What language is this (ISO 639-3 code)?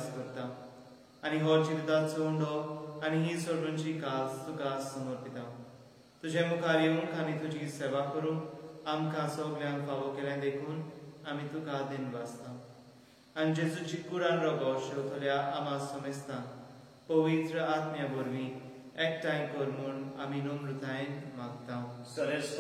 kok